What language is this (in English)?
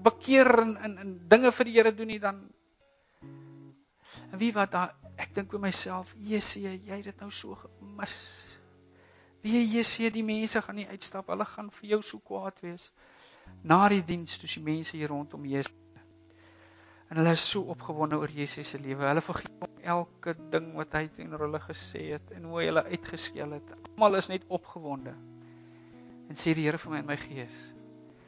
Afrikaans